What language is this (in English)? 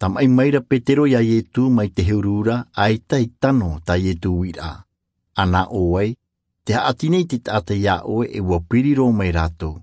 Tahitian